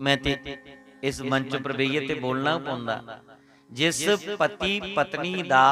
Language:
Dogri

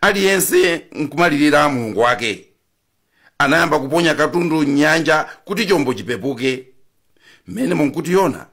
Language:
Nyanja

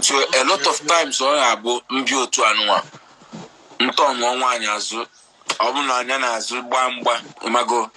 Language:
Igbo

